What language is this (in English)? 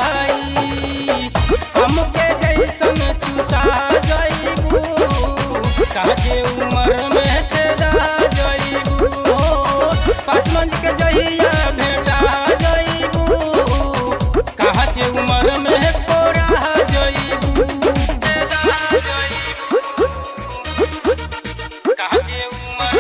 Bhojpuri